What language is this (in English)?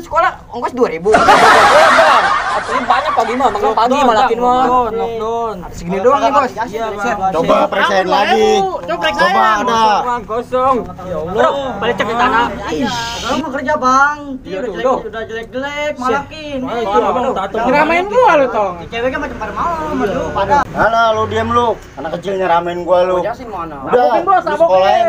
Betawi